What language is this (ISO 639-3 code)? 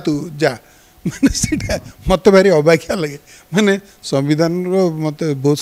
ori